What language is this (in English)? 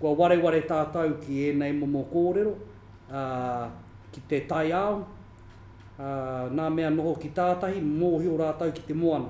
Māori